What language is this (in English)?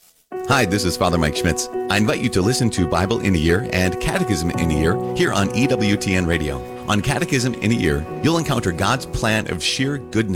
English